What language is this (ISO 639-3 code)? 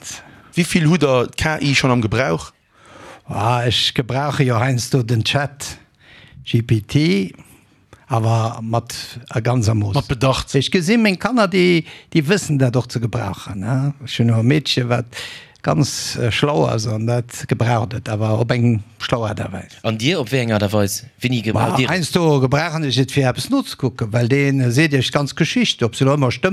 ltz